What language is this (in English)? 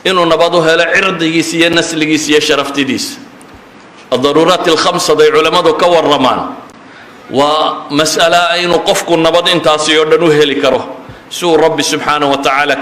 Somali